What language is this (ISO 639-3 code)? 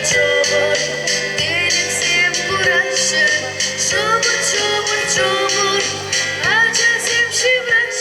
chv